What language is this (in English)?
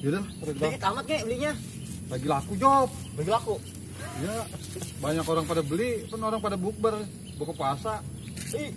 Betawi